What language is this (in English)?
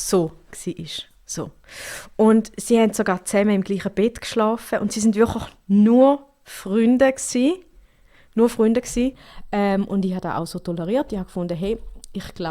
Swiss German